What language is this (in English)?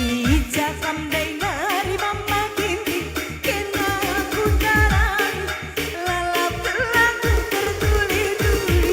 Batak Karo